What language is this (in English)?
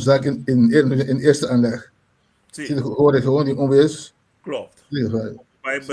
Papiamento